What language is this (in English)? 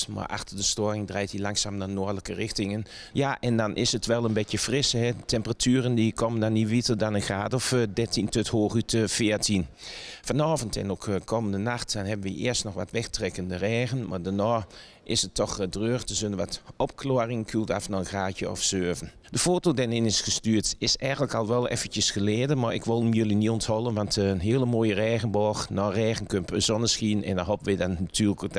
Dutch